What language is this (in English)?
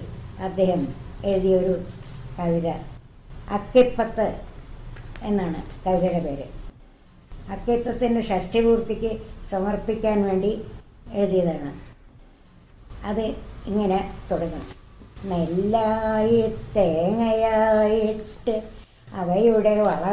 Malayalam